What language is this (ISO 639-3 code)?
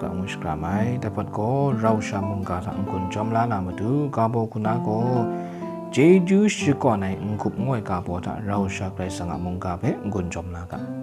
kac